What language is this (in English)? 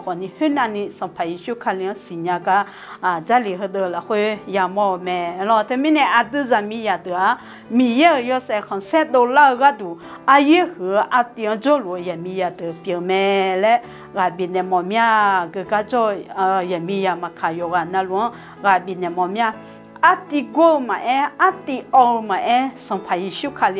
Akha